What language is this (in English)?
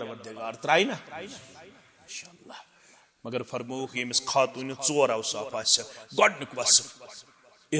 Kashmiri